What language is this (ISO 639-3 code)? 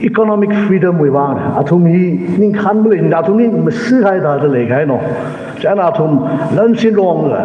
nmf